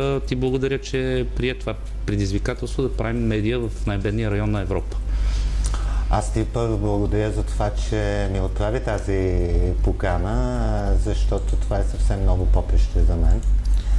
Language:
Bulgarian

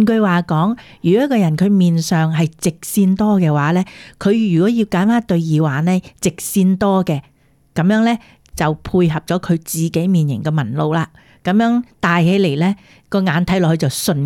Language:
Cantonese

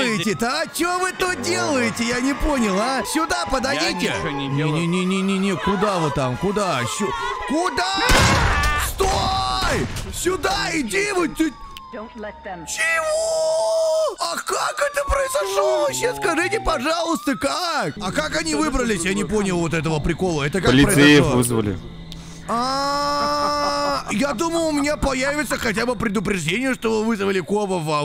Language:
Russian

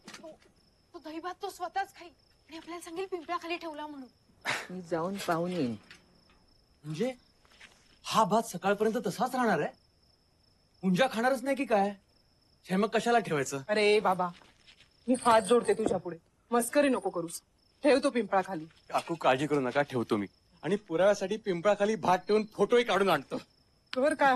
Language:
Marathi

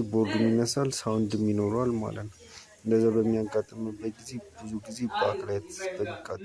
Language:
Amharic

